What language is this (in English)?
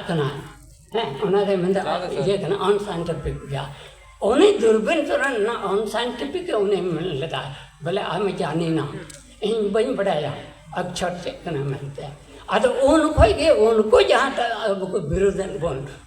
Santali